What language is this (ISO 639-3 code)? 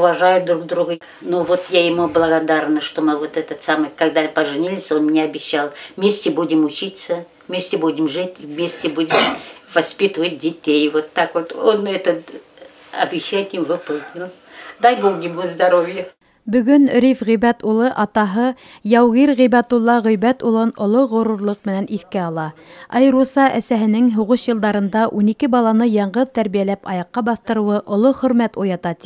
bak